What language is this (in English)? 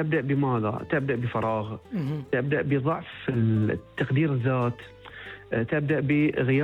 Gulf Arabic